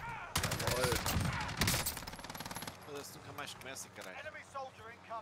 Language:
Portuguese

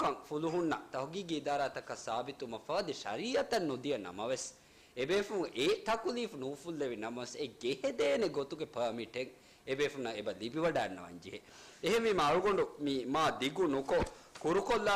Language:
Divehi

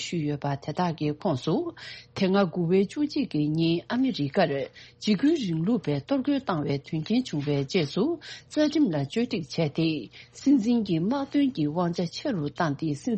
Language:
Tibetan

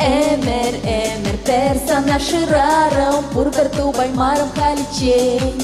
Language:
Chuvash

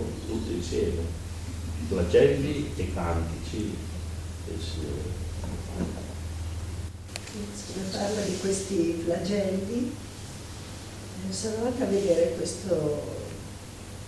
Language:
Italian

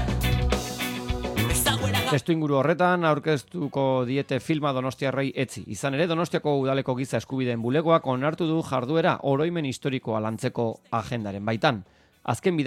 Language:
Basque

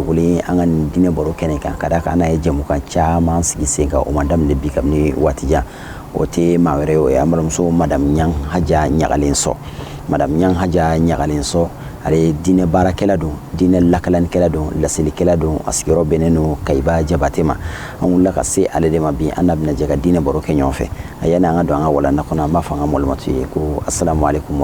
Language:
Bambara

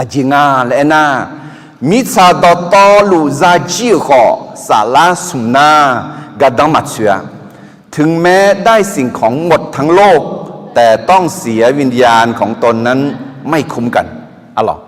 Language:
Akha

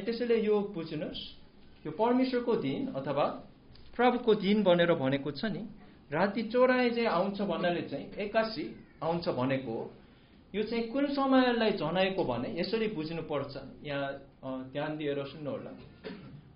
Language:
Nepali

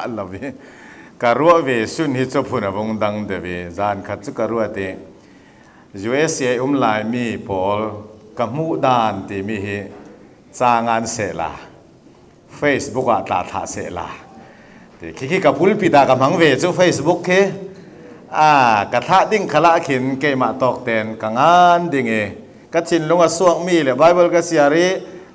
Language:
Falam Chin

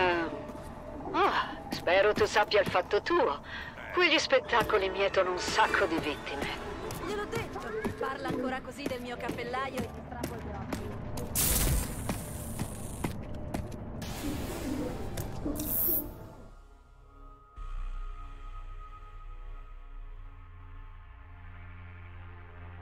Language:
Italian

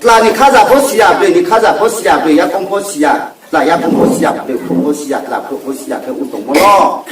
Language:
Riang (India)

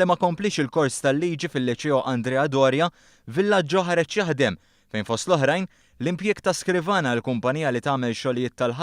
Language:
Maltese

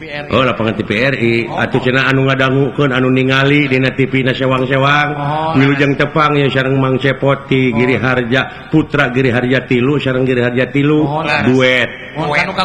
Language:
Sundanese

